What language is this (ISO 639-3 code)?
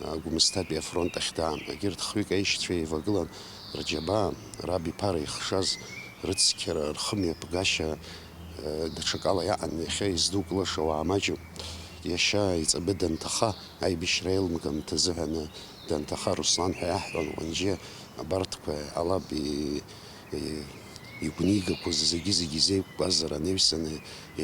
abk